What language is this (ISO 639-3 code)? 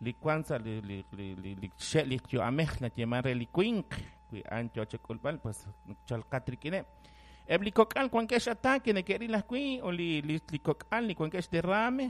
kek